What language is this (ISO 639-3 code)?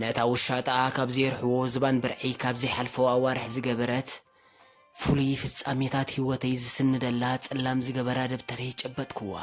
tir